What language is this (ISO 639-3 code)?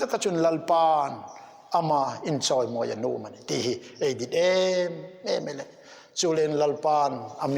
hmr